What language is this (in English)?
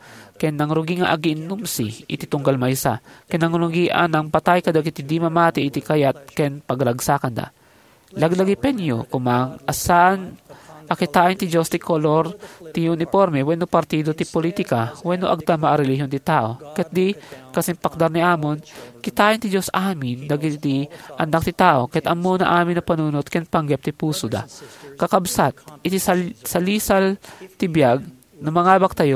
Iloko